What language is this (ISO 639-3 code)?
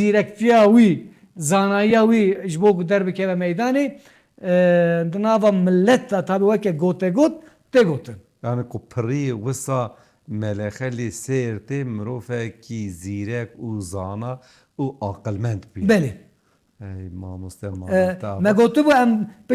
kur